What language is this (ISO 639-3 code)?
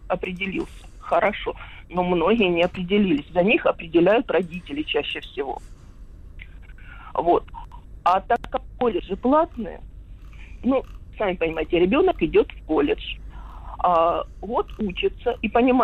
rus